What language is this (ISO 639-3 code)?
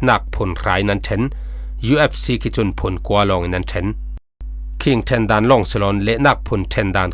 cfm